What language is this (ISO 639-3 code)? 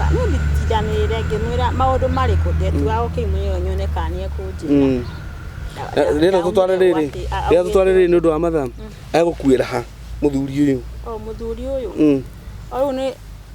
kik